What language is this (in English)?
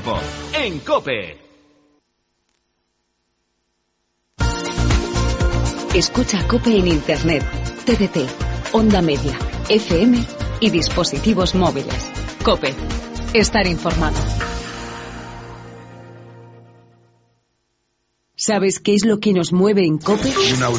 Spanish